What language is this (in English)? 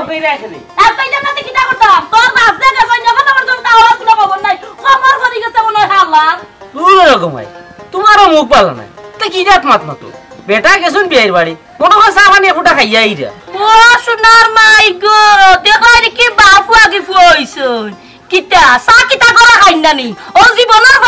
Sylheti